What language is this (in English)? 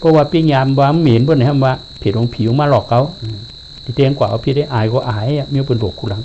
Shan